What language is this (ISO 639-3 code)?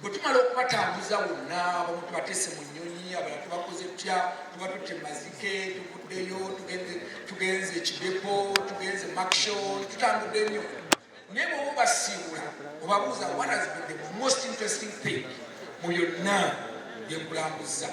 lug